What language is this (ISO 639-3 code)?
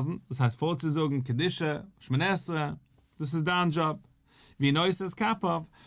yid